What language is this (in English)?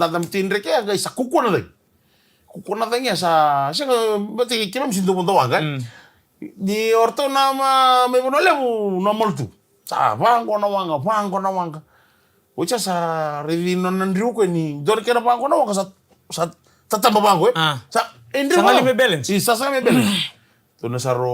Fijian